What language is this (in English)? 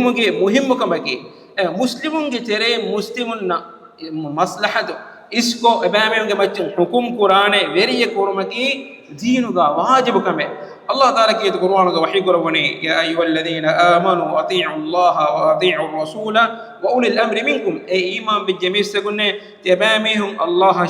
Divehi